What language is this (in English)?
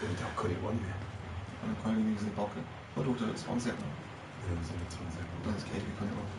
Bavarian